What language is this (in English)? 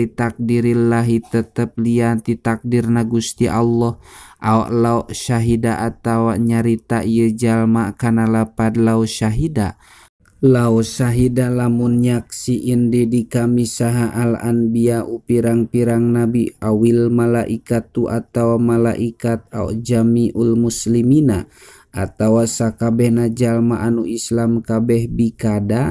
Sundanese